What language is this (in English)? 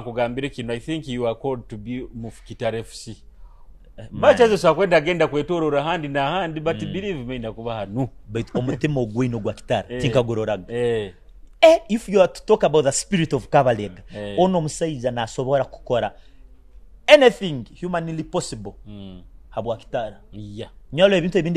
Nyoro